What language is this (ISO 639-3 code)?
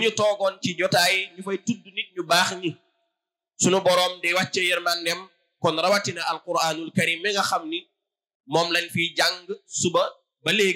wol